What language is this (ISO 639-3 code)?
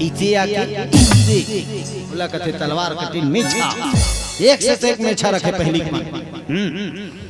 hne